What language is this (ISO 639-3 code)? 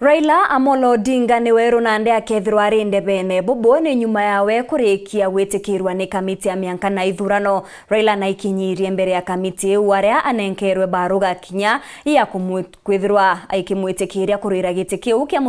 mer